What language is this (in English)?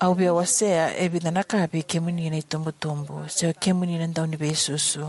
Fijian